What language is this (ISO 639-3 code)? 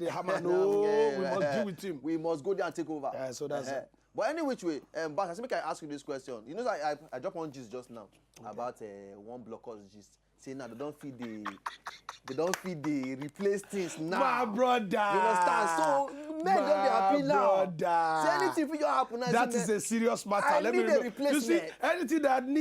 pcm